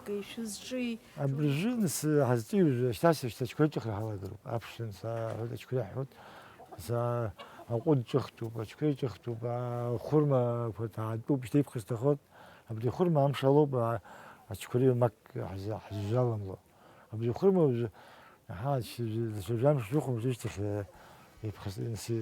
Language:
Abkhazian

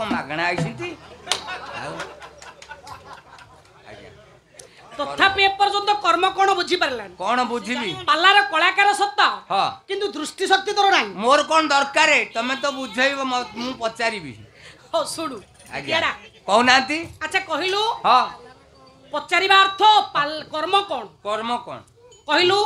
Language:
Odia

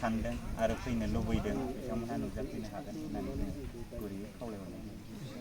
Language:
Bodo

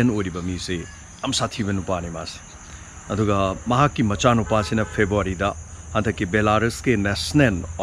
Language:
Manipuri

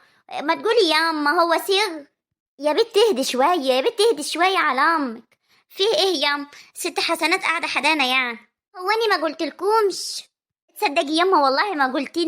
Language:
Egyptian Arabic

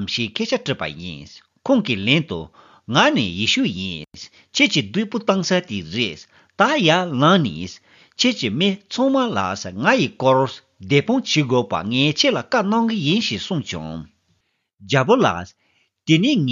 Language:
Tibetan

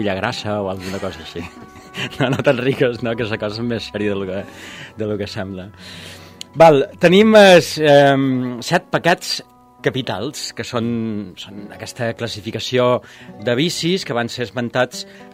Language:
Catalan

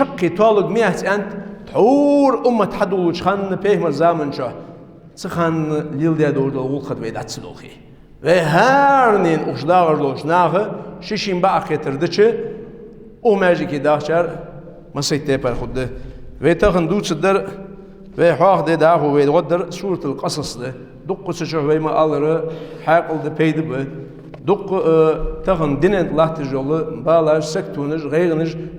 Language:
Ingush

